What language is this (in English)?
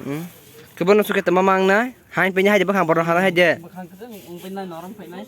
Kok Borok